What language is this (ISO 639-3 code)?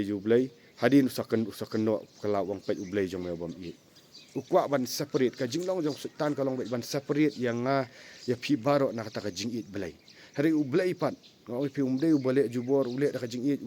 kha